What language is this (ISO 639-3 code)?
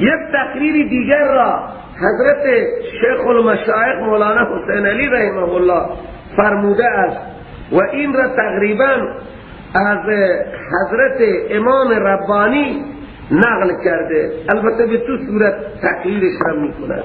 fas